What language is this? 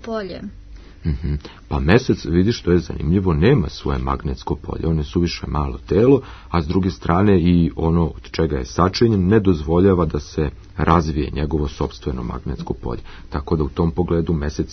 Serbian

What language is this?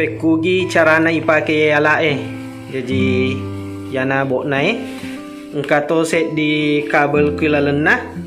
Buginese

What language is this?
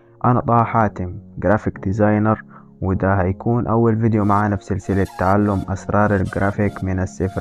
Egyptian Arabic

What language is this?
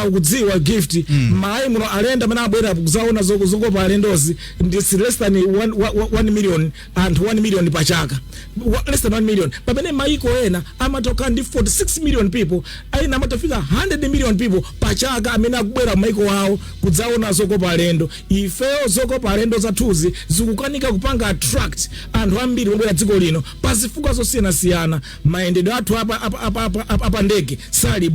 Nyanja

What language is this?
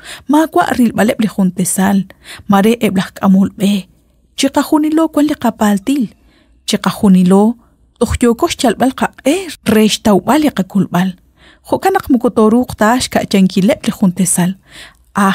Kekchí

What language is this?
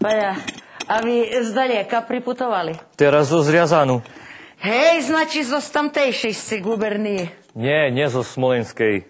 Rusyn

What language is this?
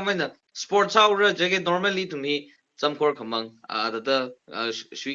Tangkhul Naga (India)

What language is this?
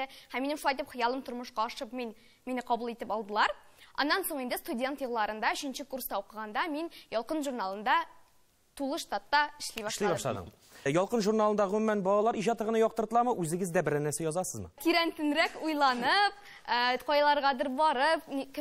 Tatar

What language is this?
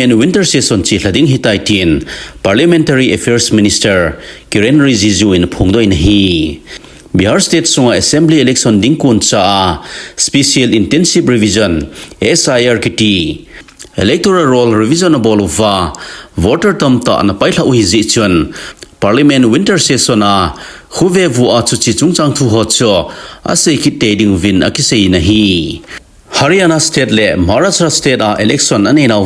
Thado Chin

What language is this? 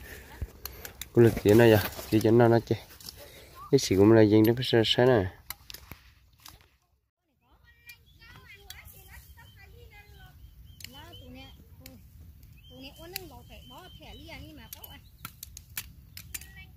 Vietnamese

